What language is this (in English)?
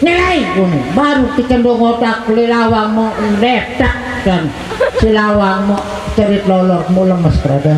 Sasak